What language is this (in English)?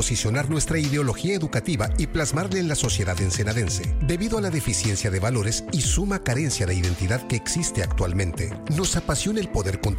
Spanish